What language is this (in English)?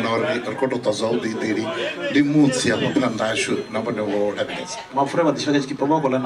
Venda